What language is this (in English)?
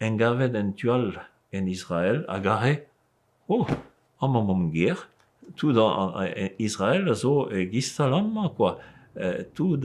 Breton